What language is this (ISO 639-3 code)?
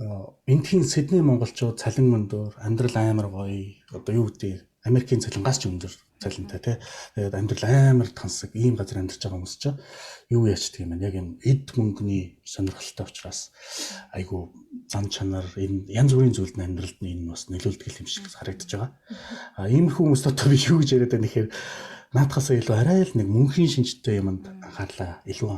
mon